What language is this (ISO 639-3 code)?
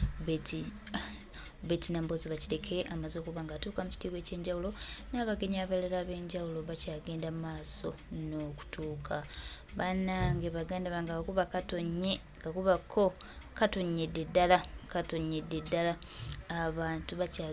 lug